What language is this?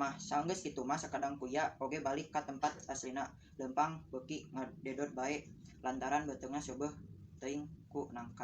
Sundanese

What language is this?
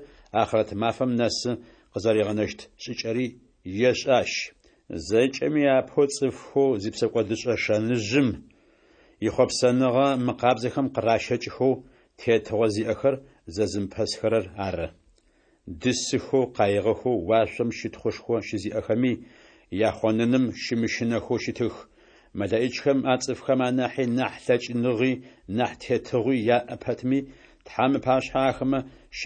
Adyghe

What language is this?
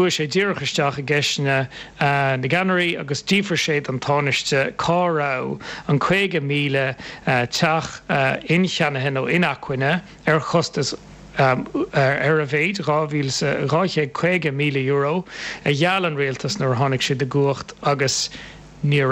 Irish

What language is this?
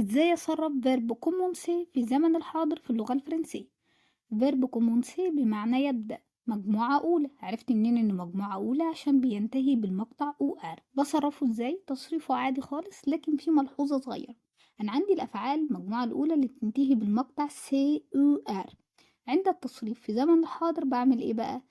Egyptian Arabic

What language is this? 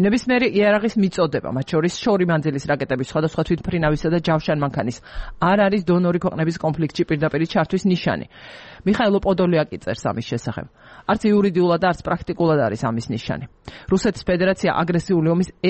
Georgian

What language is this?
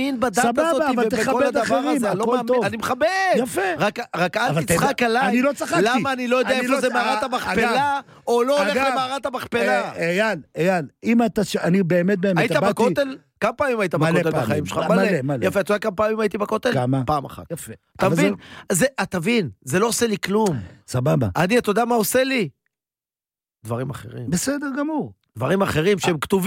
Hebrew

